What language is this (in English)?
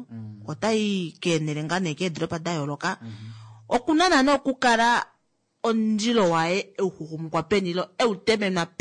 Kuanyama